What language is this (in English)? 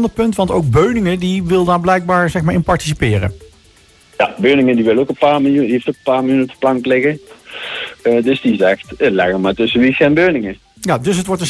Dutch